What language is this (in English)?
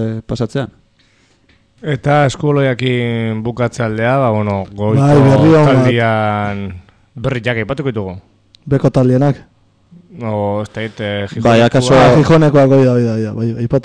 Basque